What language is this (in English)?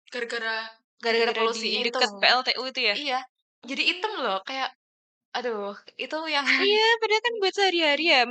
Indonesian